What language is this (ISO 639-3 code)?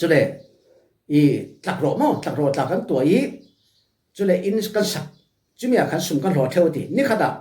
cfm